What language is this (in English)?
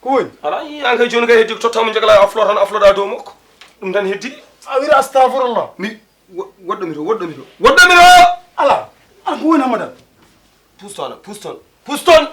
Fula